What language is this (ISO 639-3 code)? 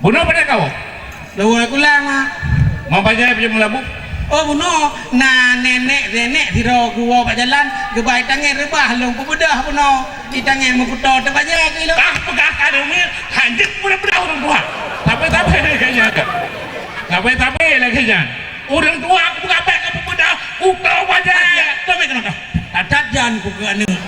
ace